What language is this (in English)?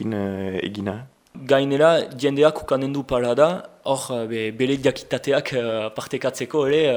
Basque